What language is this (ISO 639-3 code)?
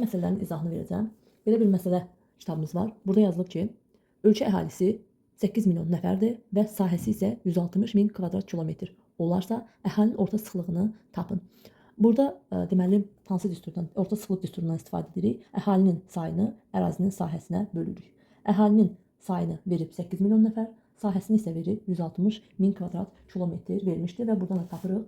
aze